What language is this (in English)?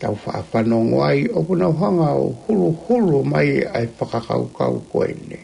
Tongan